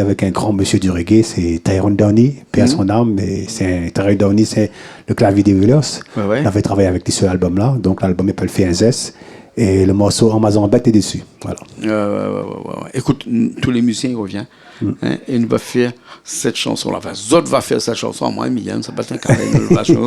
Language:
Réunion Creole French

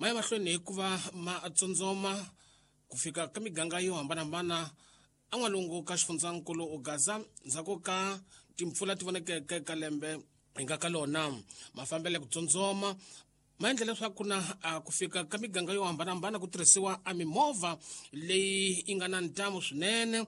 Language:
Tsonga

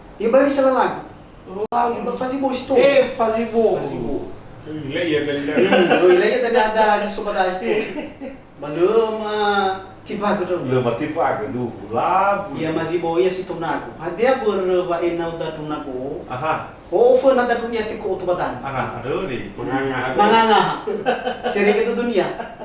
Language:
Nias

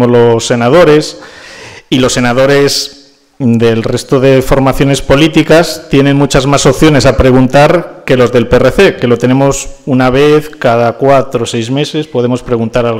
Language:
Spanish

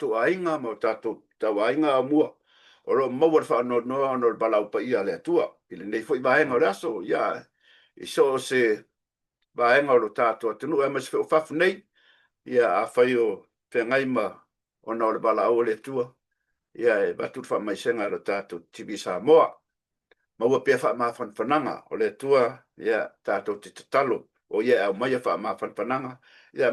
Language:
Samoan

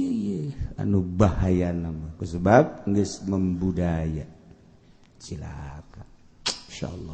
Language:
Sundanese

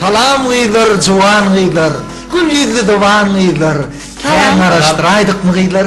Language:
Turkmen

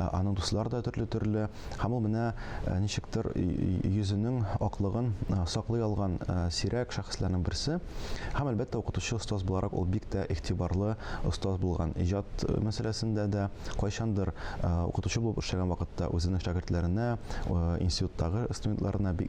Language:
Tatar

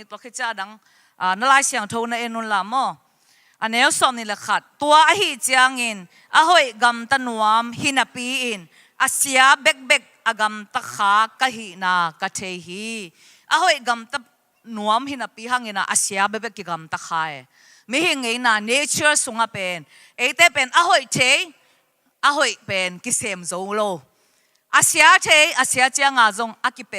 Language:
Tedim Chin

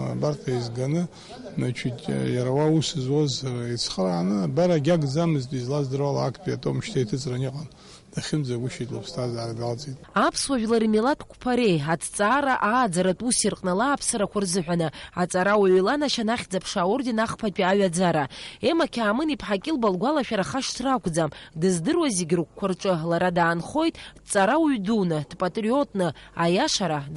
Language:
Abkhazian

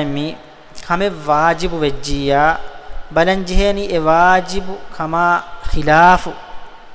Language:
Divehi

